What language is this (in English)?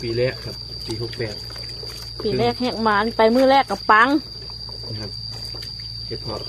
Northeastern Thai